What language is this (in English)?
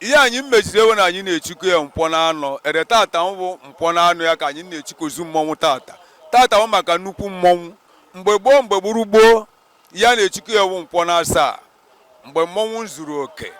Igbo